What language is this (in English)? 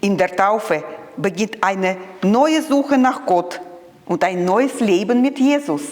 Swiss German